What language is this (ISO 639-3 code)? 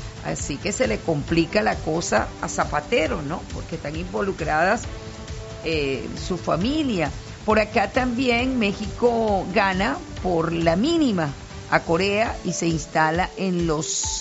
spa